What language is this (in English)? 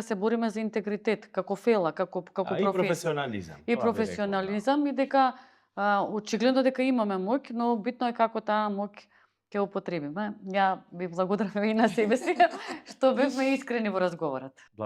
Macedonian